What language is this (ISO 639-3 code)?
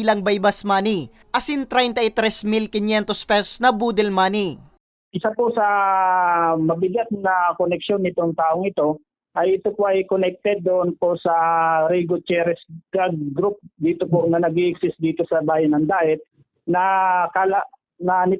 bik